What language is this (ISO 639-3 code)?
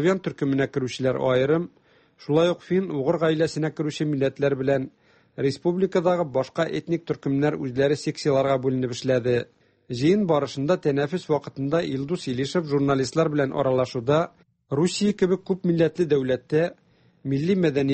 tat